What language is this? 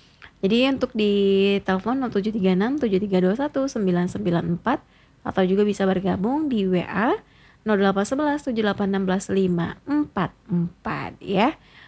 Indonesian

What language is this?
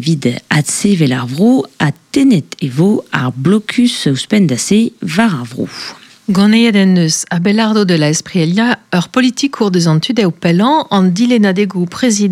Breton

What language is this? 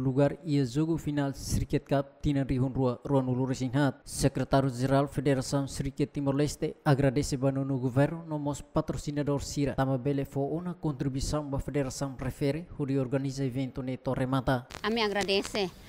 Tetum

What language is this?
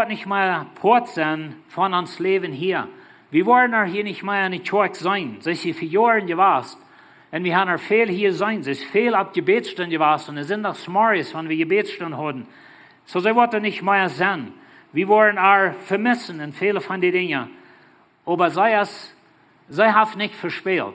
Plautdietsch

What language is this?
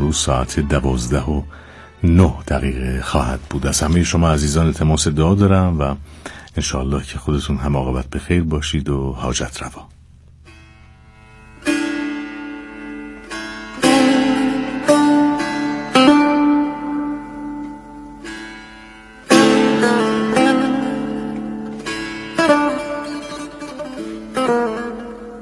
Persian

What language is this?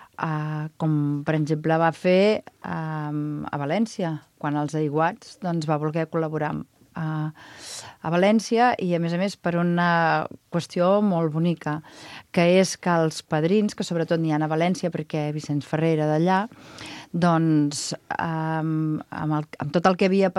Catalan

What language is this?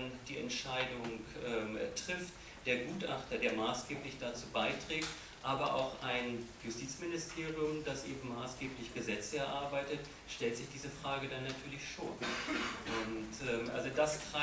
German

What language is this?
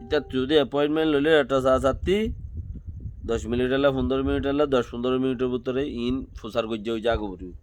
Rohingya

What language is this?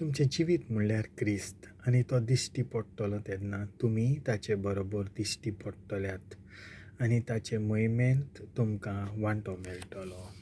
Konkani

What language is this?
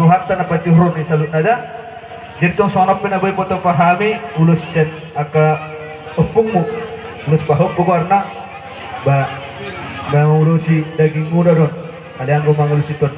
Batak Toba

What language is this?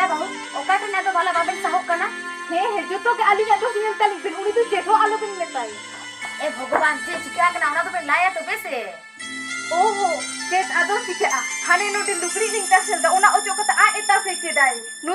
Santali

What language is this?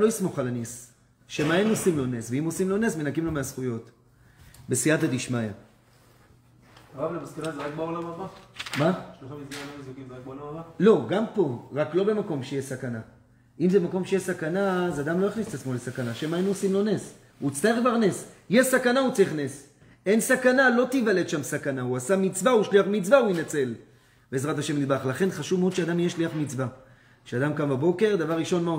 Hebrew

